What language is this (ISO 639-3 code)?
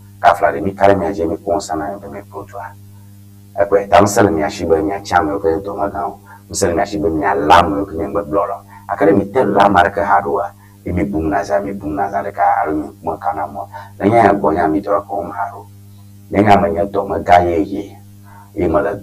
ewe